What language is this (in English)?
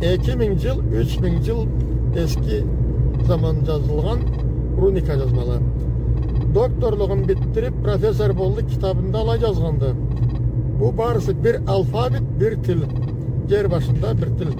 Karachay-Balkar